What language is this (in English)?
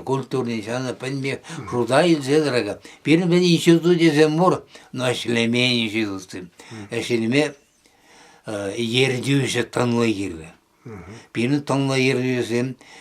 Chuvash